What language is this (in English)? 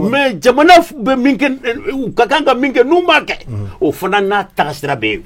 Bambara